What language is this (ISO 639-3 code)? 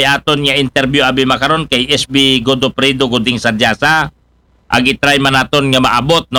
akl